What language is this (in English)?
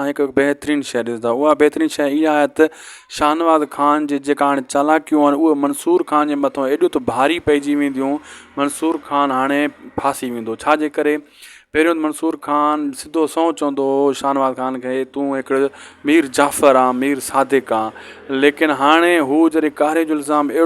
Sindhi